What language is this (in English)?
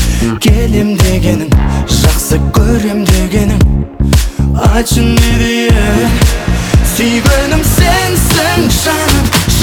Kazakh